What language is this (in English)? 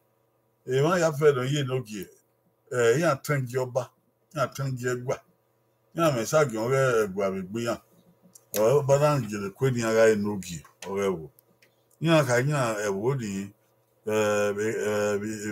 Bini